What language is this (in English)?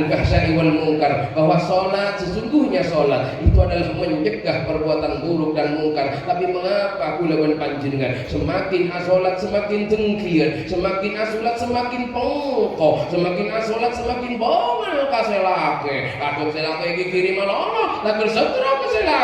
Madurese